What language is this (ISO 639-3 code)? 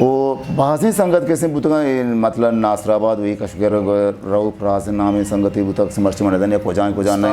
bgp